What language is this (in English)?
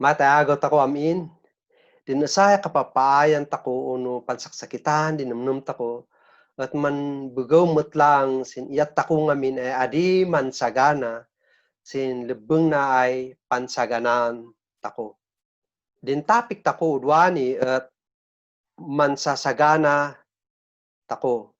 Kankanaey